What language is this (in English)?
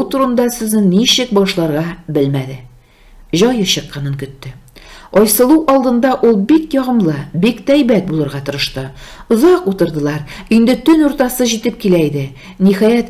Tatar